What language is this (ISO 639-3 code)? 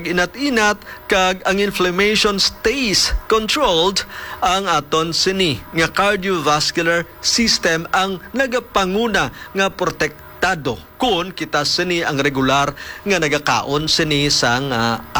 hil